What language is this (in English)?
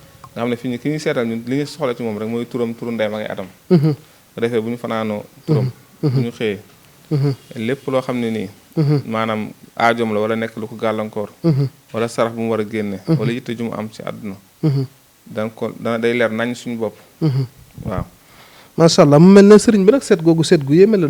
Wolof